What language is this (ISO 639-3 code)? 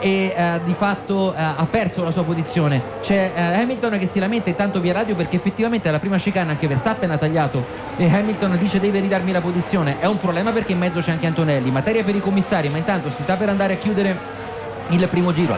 ita